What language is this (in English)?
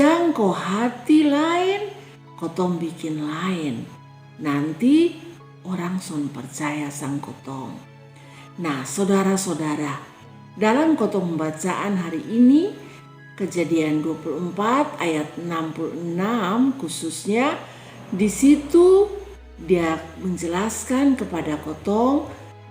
Kupang Malay